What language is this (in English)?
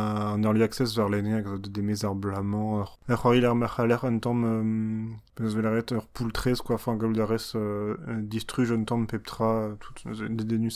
Breton